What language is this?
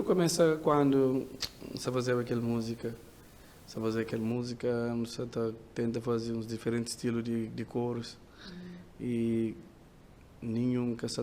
Kabuverdianu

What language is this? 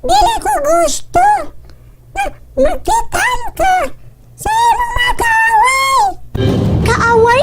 Cebuano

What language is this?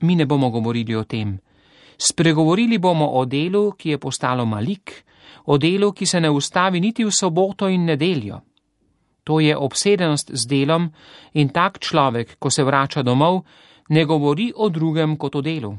Slovenian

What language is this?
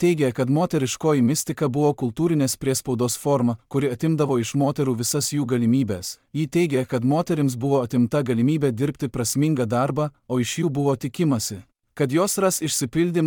Lithuanian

